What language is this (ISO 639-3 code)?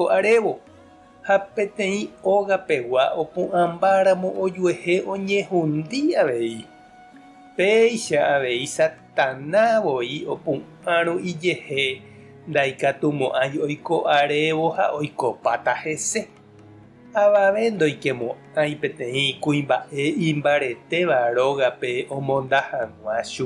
grn